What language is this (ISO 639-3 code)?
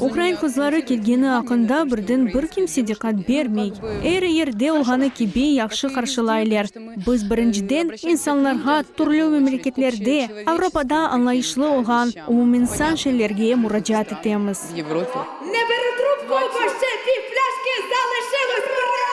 crh